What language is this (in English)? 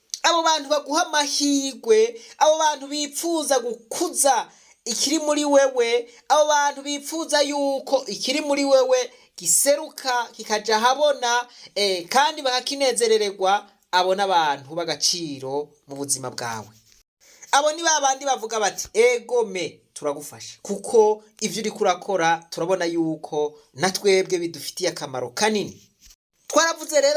Rundi